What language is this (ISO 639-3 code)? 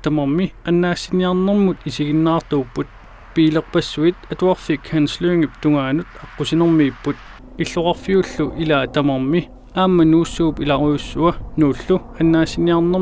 kal